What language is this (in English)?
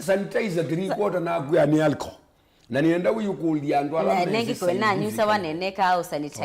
Kamba